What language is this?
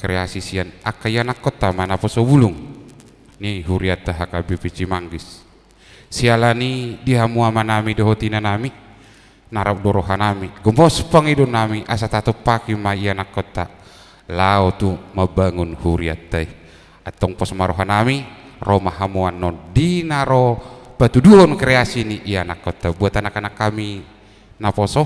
Batak Toba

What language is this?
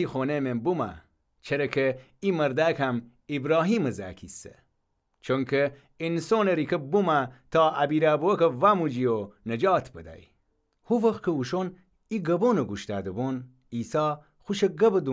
Gilaki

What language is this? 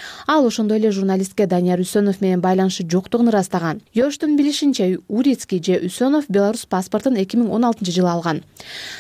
Kyrgyz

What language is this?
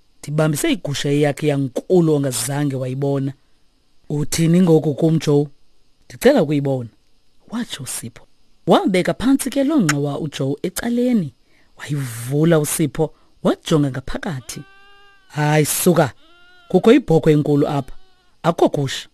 Xhosa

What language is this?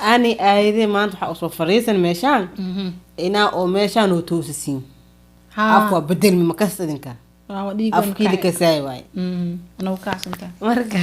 Somali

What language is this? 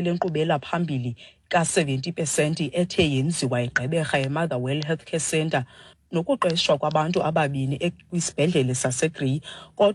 Xhosa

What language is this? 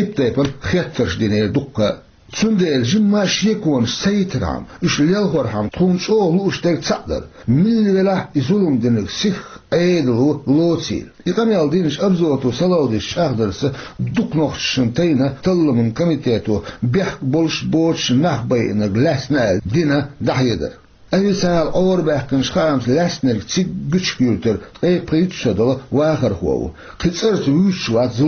Chechen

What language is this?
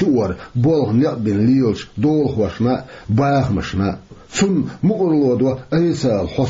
Chechen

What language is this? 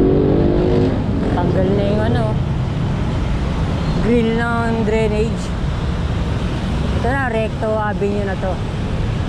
Filipino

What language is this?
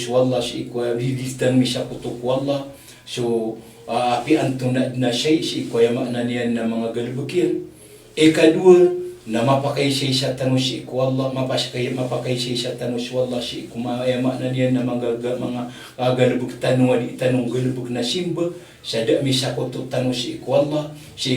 Maranao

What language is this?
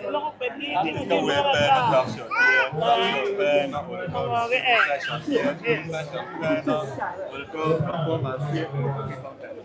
Acoli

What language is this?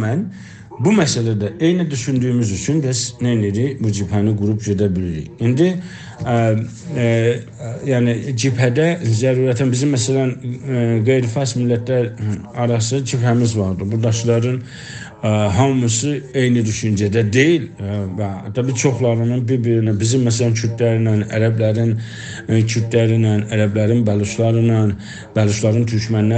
South Azerbaijani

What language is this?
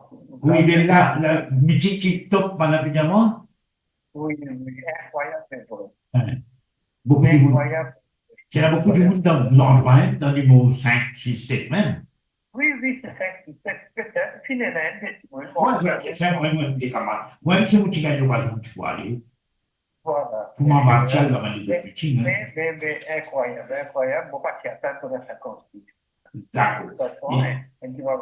Morisyen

